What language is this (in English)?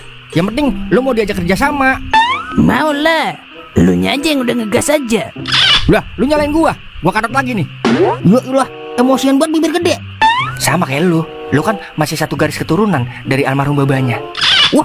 Betawi